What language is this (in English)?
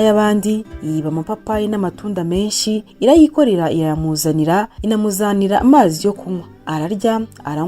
Kinyarwanda